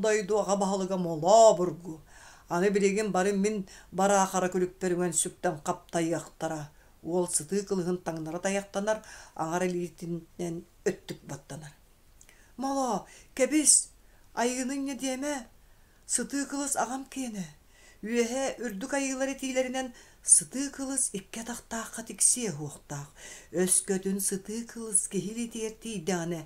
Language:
Yakut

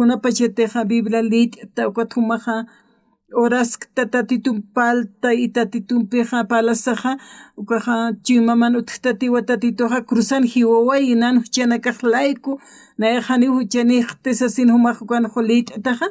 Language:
Aymara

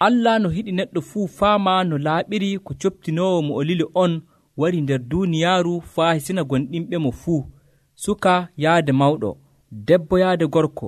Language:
Nigerian Fulfulde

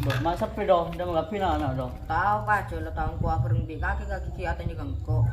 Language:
Madurese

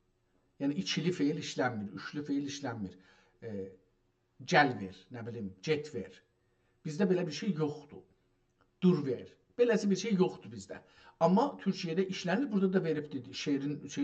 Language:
South Azerbaijani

